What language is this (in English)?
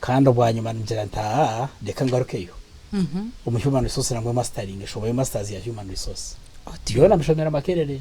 Nyankole